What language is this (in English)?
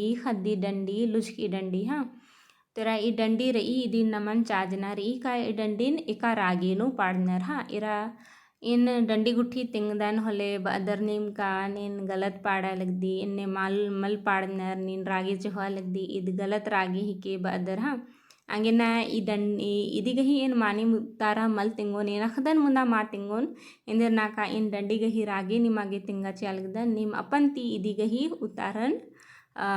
Kurukh